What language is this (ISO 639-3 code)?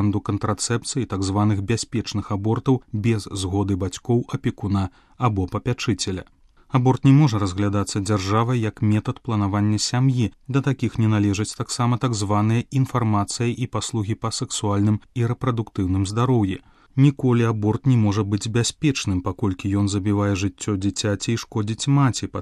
bel